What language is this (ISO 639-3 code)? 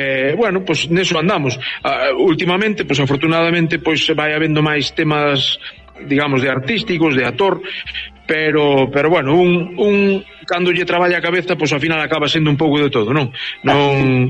glg